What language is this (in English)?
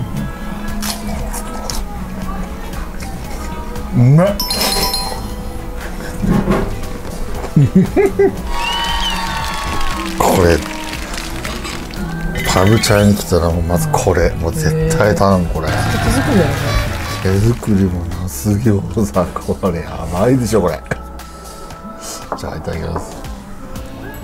Japanese